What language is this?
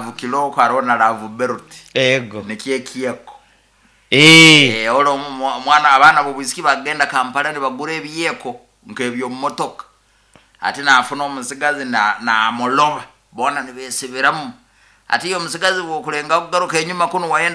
Nyoro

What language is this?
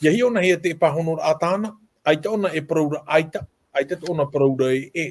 Tahitian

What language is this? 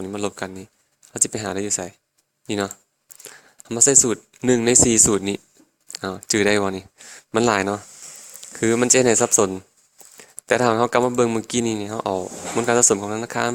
Lao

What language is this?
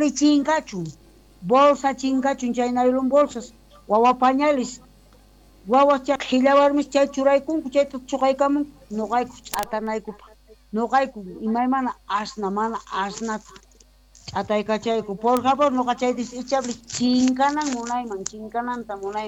Quechua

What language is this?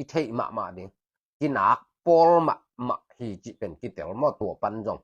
Tedim Chin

